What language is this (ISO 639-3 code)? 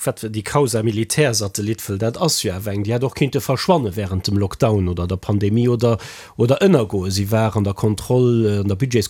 ltz